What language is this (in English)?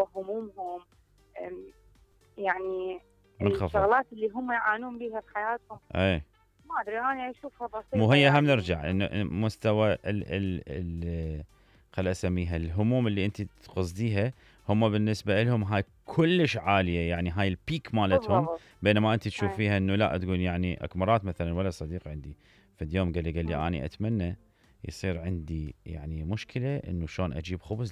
Mesopotamian Arabic